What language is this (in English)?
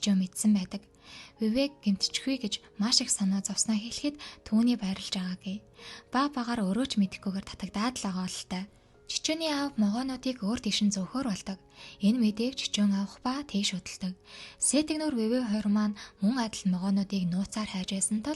Mongolian